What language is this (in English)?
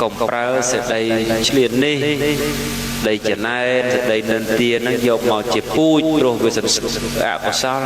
Khmer